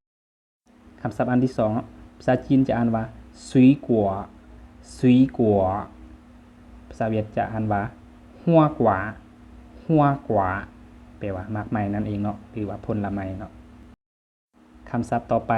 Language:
Lao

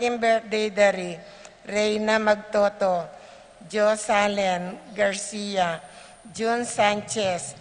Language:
Pampanga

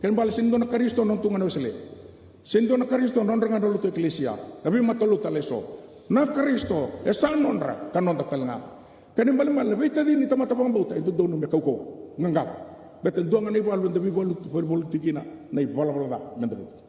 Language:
Fijian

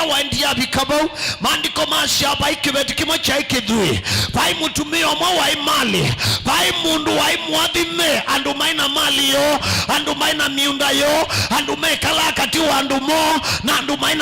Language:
Kamba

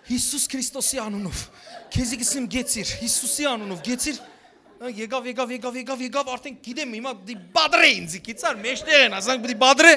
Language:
Western Armenian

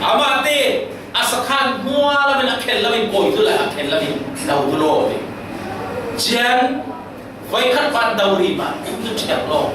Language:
Falam Chin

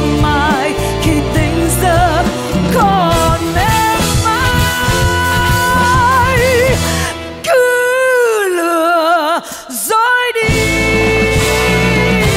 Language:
Vietnamese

